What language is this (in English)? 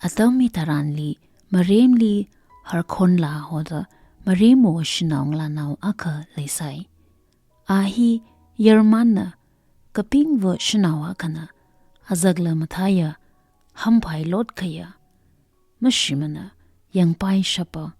Tangkhul Naga (India)